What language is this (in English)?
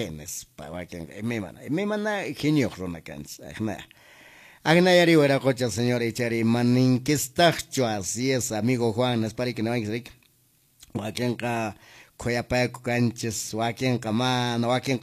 Quechua